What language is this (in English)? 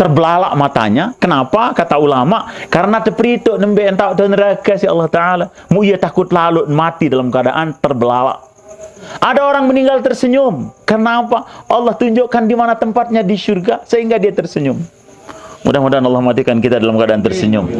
Sasak